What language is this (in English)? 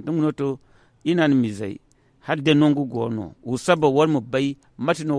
Zarma